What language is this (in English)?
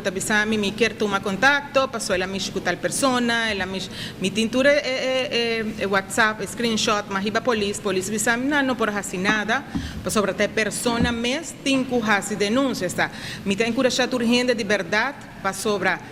Papiamento